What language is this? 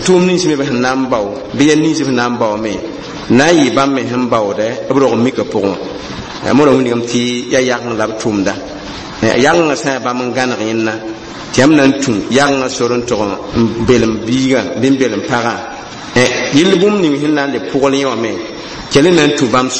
Mossi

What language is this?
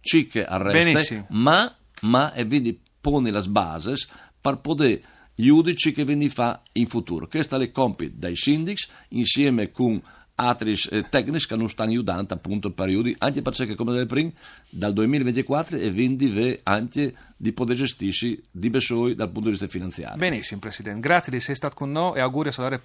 Friulian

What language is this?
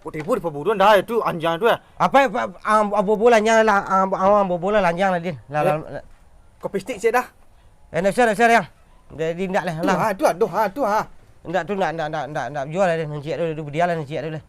Minangkabau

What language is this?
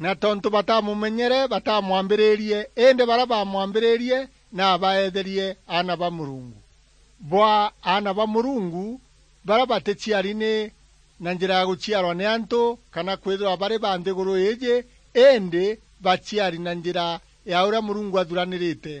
Meru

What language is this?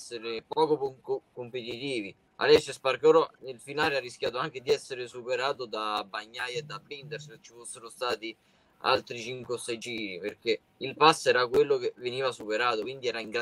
Italian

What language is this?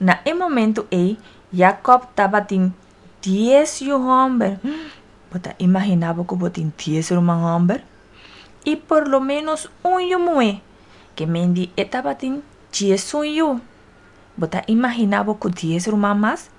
Papiamento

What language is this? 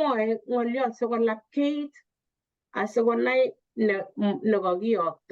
Kalenjin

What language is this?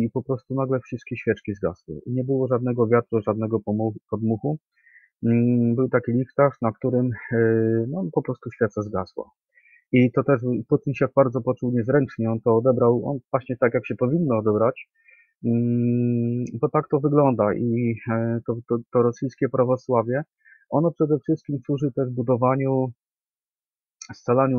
Polish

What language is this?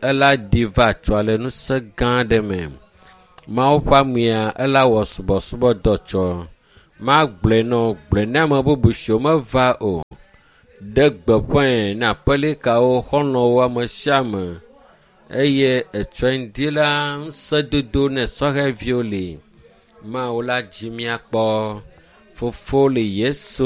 Ewe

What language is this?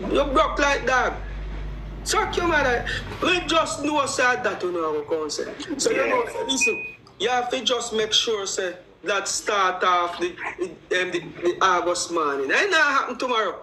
Jamaican Creole English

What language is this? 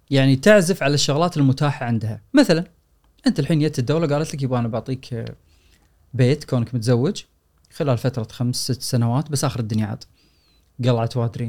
Gulf Arabic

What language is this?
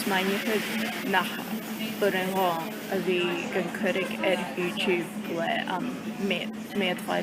Scottish Gaelic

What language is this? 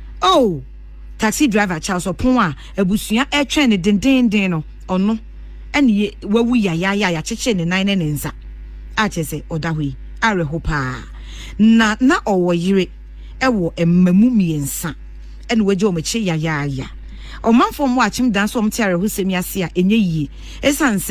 Akan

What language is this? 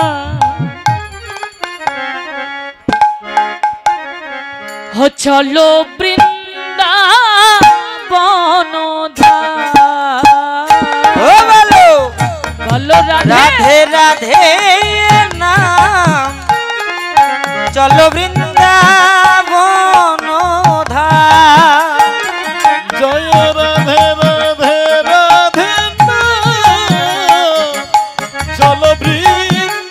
Bangla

